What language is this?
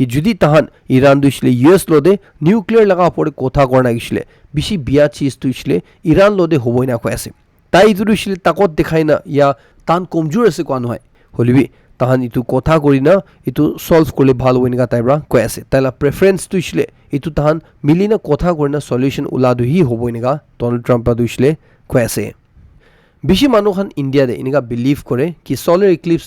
Naga Pidgin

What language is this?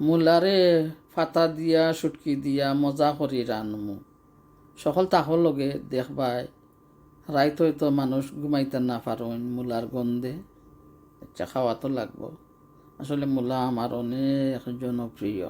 Sylheti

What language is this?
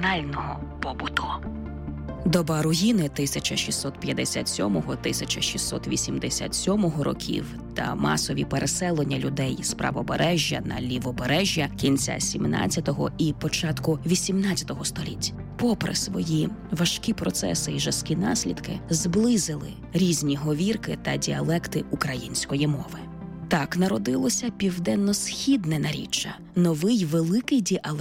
Ukrainian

